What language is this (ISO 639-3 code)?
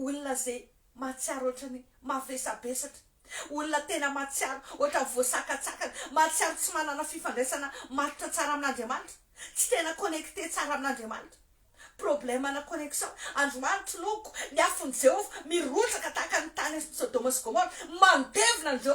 mlg